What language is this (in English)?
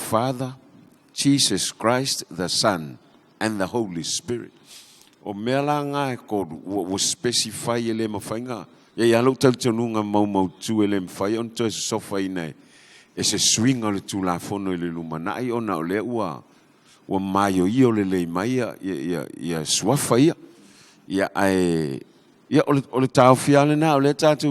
Samoan